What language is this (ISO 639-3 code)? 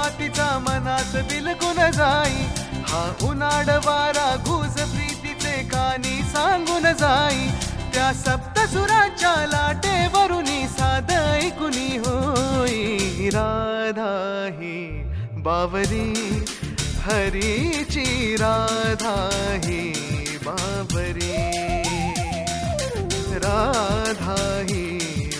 mar